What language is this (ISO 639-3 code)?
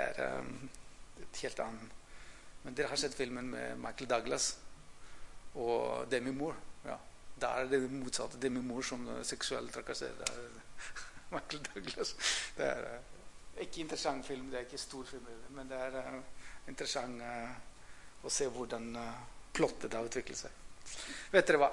nor